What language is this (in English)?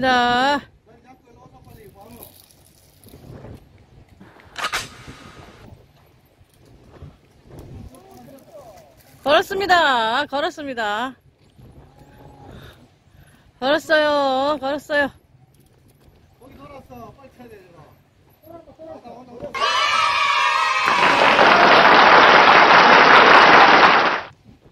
Korean